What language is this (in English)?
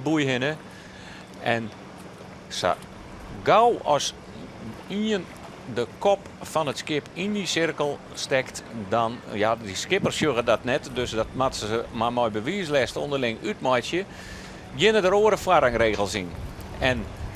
Western Frisian